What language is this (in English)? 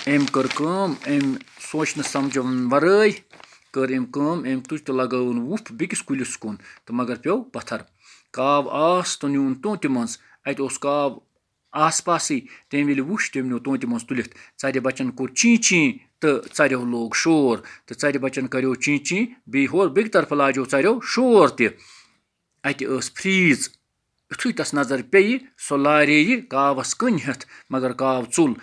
Kashmiri